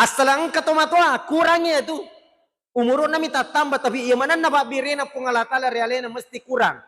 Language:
Buginese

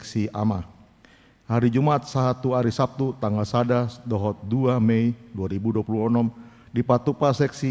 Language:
Batak Toba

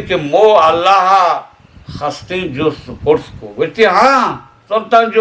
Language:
Eastern Balochi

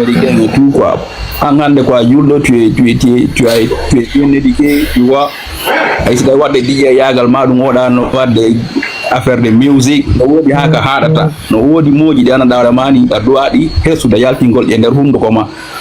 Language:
Fula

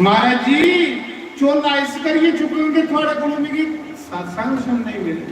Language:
Dogri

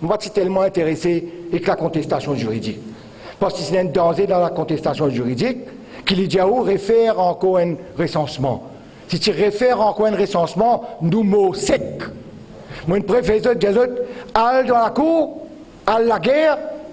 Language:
Morisyen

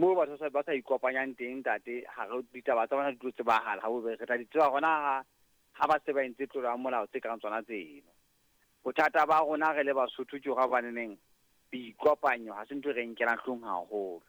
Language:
Southern Sotho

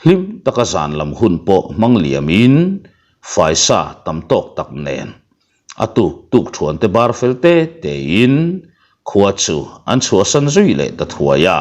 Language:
Mizo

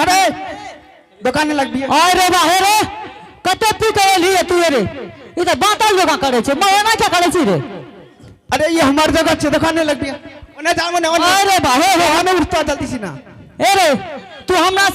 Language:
Angika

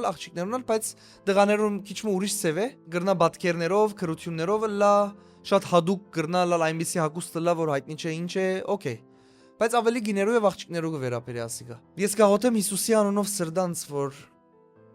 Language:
Western Armenian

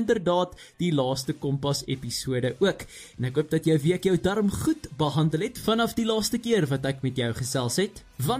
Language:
Afrikaans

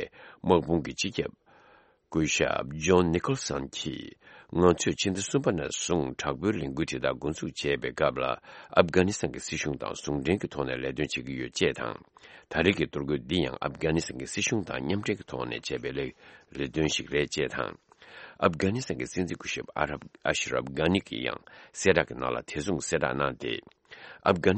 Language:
Tibetan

